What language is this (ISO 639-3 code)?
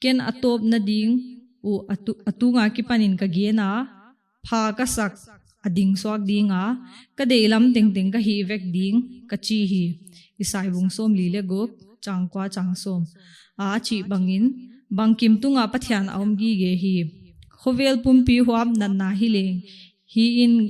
pck